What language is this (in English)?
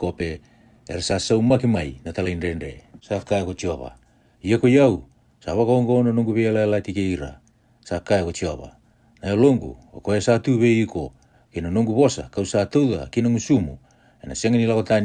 Fijian